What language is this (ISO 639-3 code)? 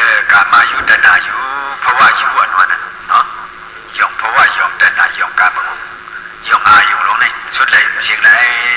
shn